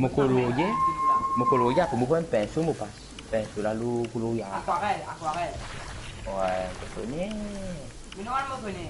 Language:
Morisyen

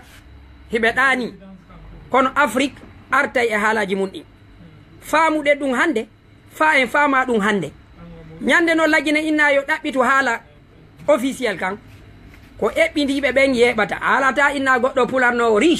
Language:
Fula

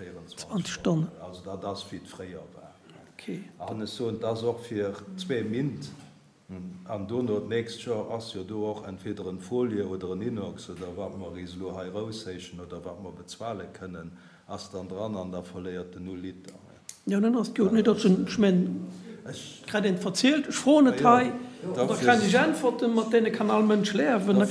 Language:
Luxembourgish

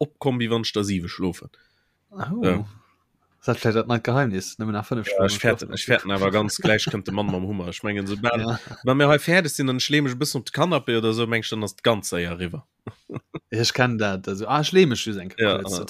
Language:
Luxembourgish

